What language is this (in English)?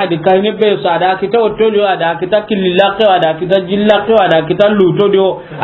Soninke